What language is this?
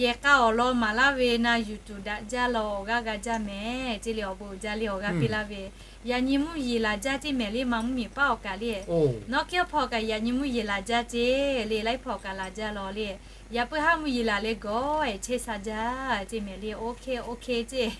Lahu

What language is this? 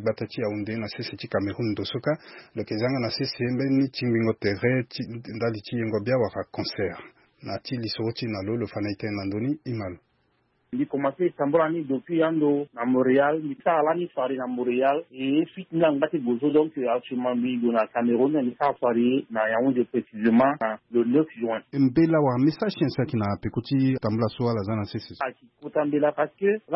Sango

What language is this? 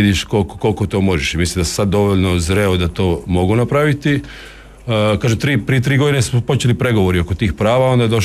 Croatian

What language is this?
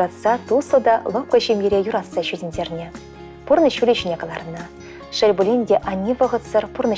Chuvash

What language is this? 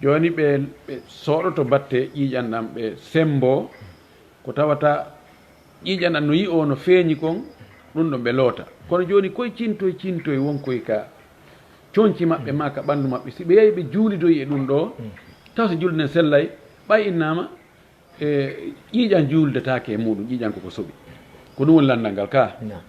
Fula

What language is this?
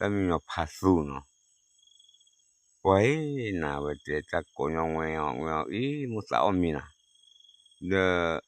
S'gaw Karen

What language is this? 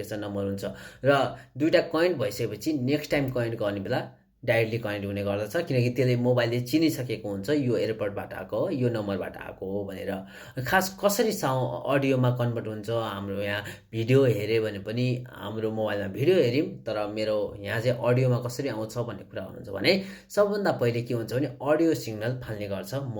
Nepali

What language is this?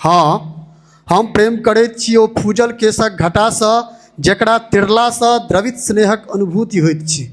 Maithili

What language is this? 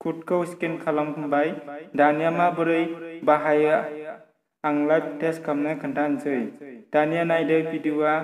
Bodo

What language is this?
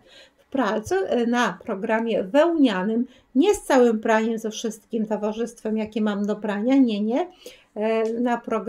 Polish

